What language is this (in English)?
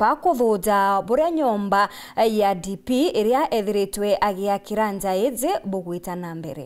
Meru